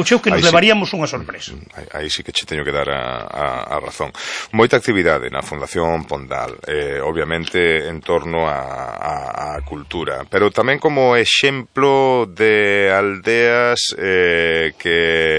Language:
Galician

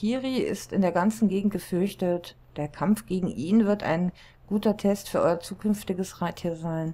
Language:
German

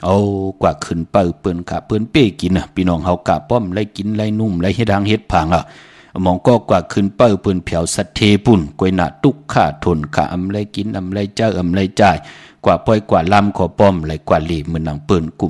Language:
Shan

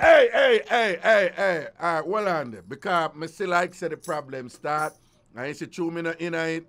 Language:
Jamaican Creole English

